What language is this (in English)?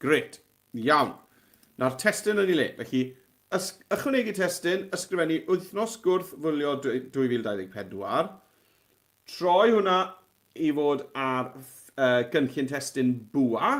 Welsh